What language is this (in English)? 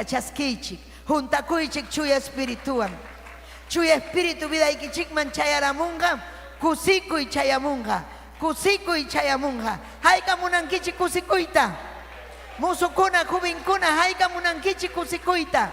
Ayacucho Quechua